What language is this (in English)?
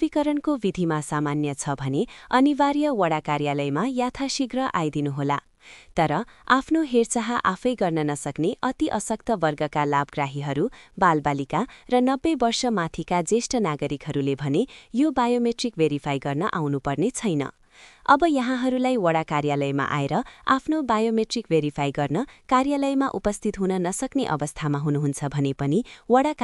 Nepali